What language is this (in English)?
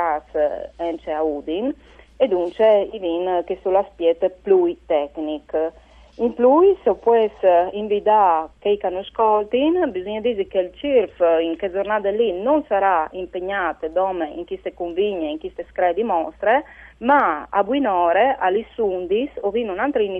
Friulian